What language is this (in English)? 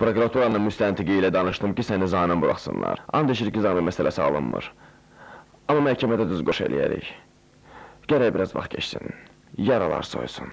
Azerbaijani